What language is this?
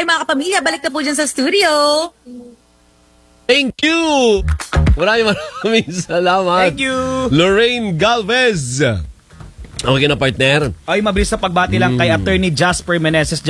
Filipino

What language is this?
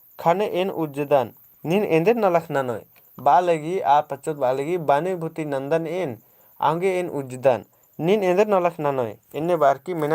Kurukh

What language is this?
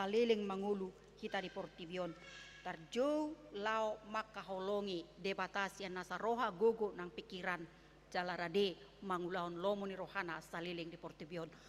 Batak Toba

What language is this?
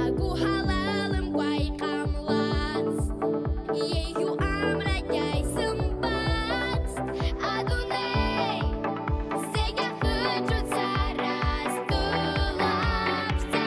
Abkhazian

